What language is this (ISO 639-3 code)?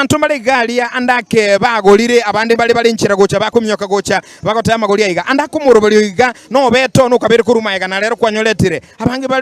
guz